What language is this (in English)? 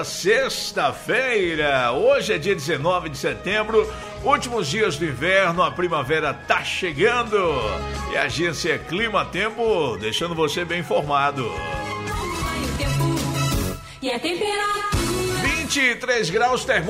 Portuguese